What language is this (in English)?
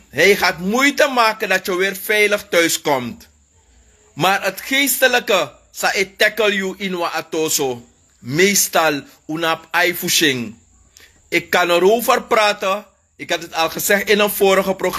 Sranan Tongo